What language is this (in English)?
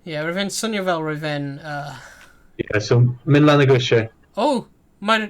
Welsh